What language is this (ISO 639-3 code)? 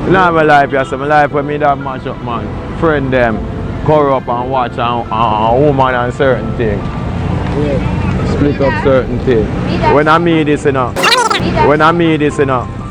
jam